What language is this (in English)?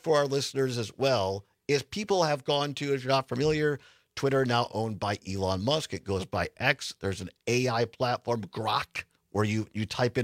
English